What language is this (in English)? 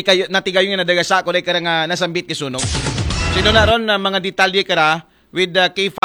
Aklanon